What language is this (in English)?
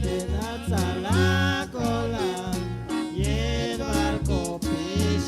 Chuj